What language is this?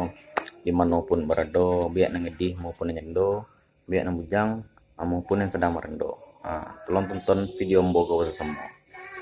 Minangkabau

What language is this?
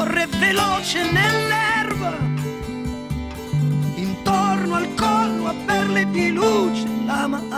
Italian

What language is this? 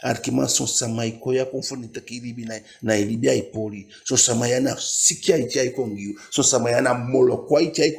Eastern Maroon Creole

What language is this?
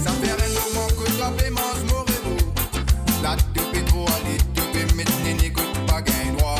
Morisyen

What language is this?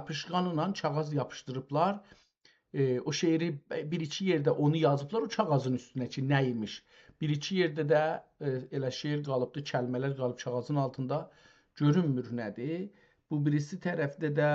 South Azerbaijani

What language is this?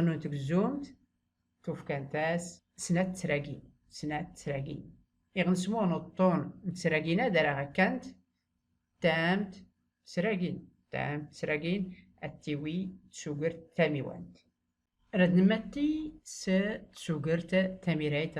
Tachelhit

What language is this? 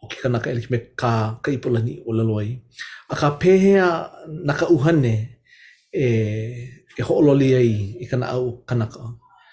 Hawaiian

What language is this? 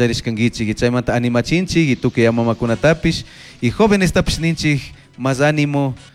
Chimborazo Highland Quichua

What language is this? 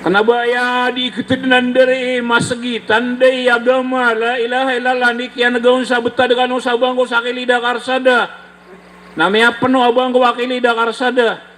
Maranao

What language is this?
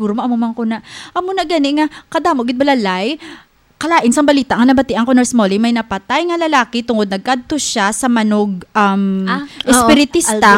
Hiligaynon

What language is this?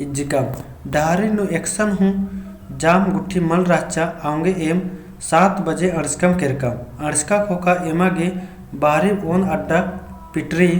Kurukh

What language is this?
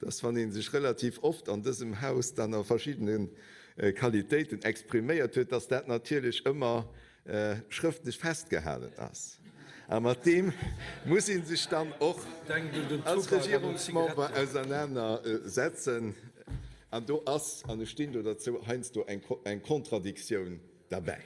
Luxembourgish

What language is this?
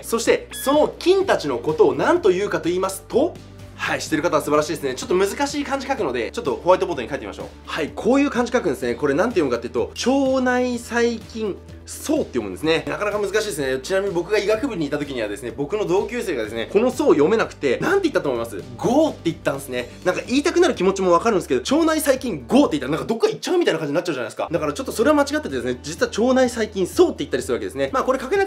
Japanese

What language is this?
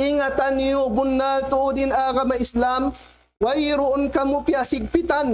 Tausug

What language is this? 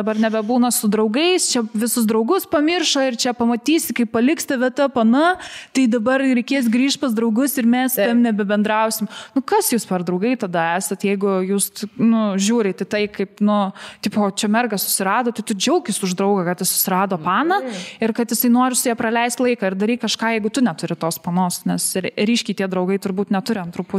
Lithuanian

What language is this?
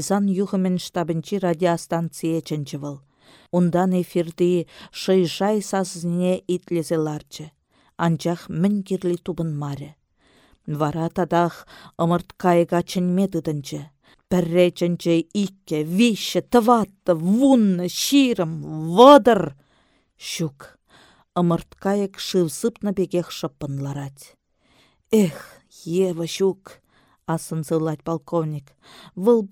Chuvash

